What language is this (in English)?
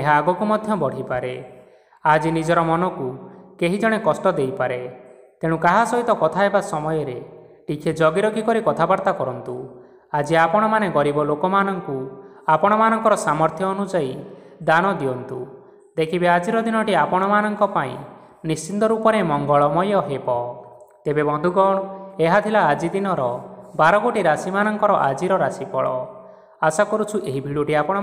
Odia